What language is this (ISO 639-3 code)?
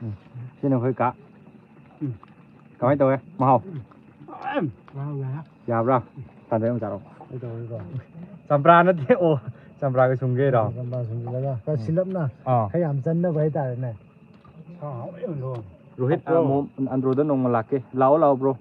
mni